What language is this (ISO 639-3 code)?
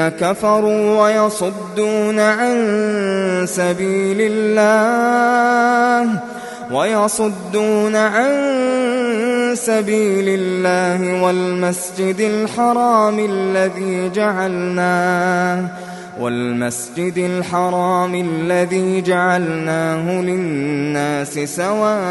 ara